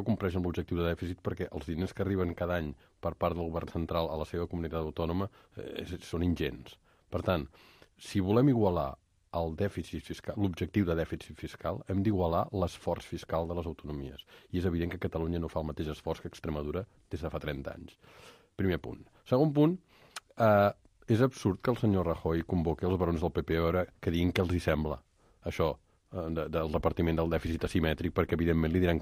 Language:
Catalan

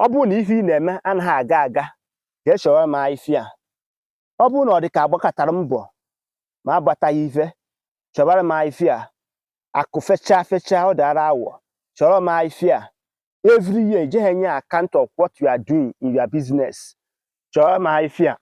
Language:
Igbo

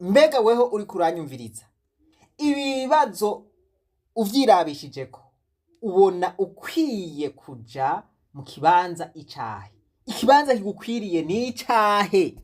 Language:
Rundi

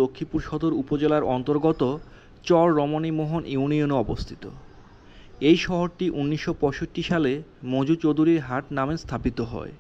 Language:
Bangla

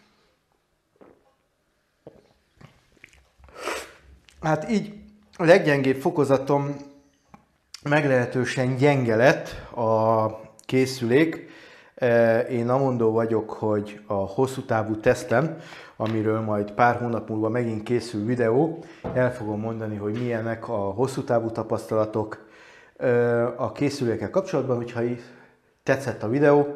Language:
Hungarian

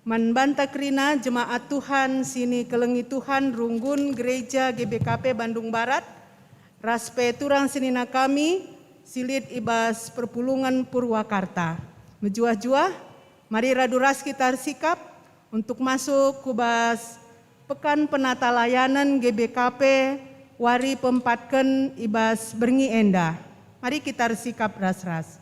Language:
Batak Karo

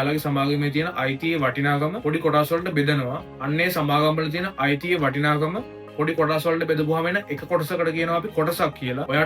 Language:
Sinhala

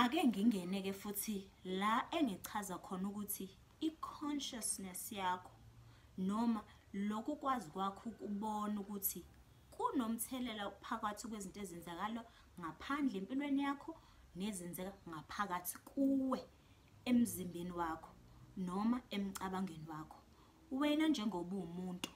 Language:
Zulu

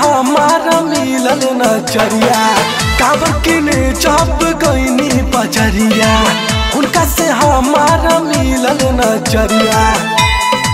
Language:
Bhojpuri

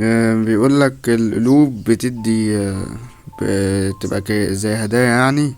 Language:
Egyptian Arabic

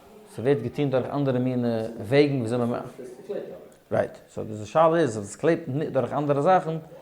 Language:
Yiddish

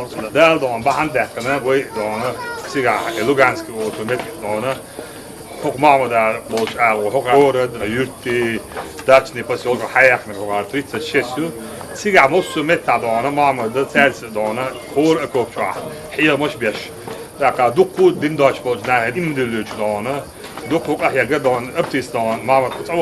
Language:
Chechen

